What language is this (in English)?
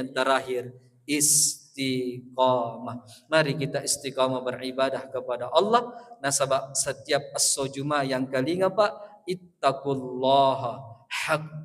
Buginese